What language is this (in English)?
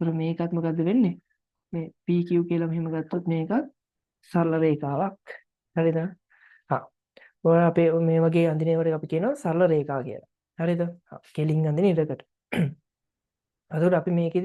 Sinhala